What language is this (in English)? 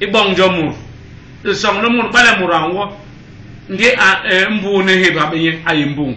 Basaa